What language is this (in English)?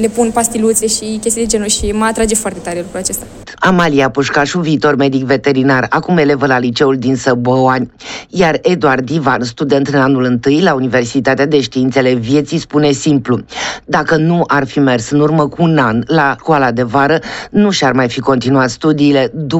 Romanian